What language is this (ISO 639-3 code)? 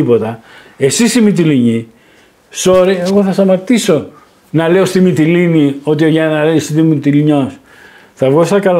ell